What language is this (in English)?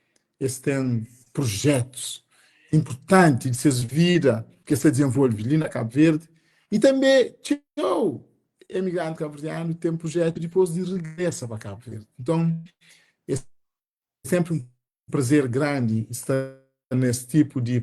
Kabuverdianu